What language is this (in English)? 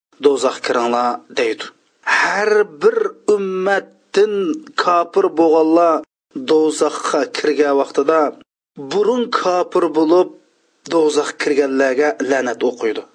Uyghur